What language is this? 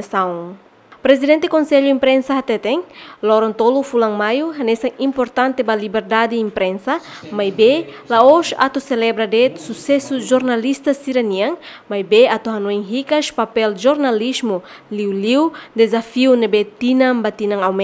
Tetum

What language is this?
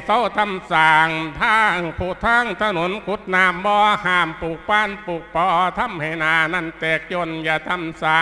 Lao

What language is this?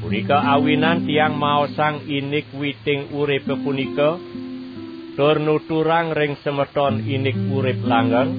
Balinese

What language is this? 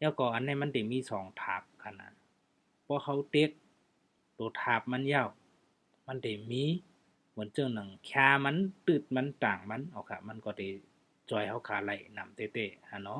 Shan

